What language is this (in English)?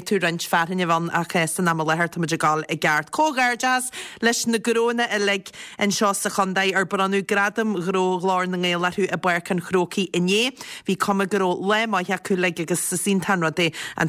Irish